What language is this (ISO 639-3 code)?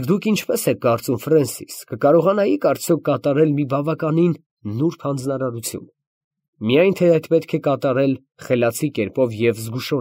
hye